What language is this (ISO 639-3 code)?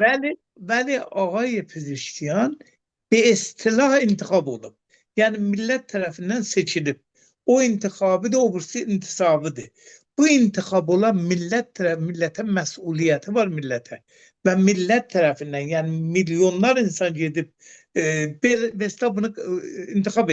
aze